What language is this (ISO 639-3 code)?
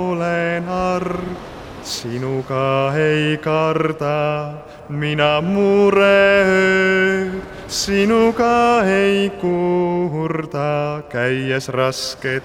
est